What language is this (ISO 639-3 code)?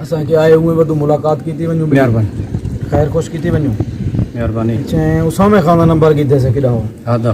skr